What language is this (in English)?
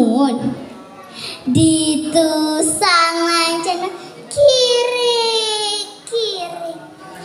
Balinese